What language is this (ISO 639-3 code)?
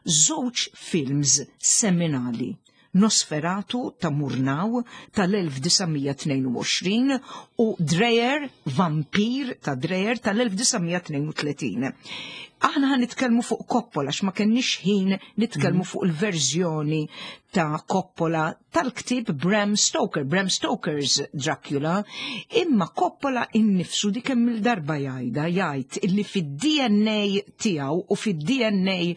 mlt